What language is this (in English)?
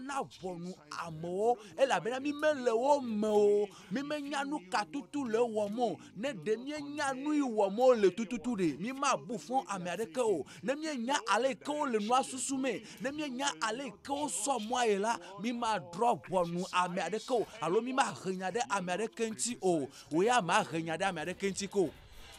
Ewe